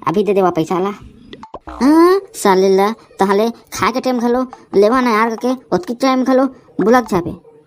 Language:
Chhattisgarhi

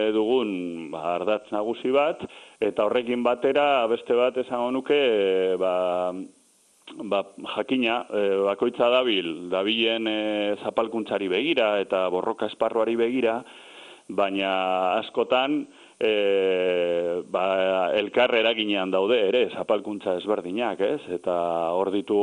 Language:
Basque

